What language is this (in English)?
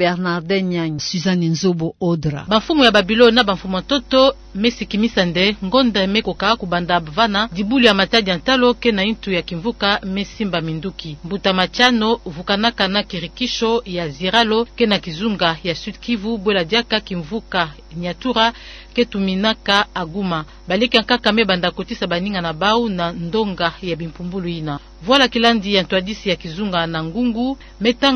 Kituba (Democratic Republic of Congo)